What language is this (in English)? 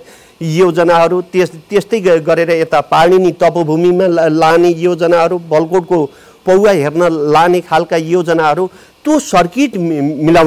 Nepali